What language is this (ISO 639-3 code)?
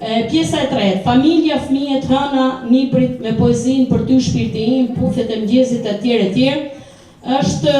sqi